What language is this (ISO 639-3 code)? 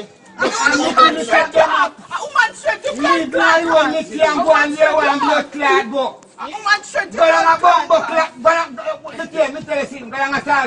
jam